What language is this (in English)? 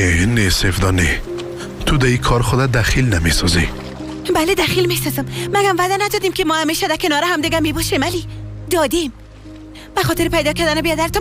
Persian